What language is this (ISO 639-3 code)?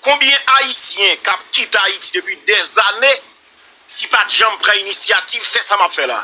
hat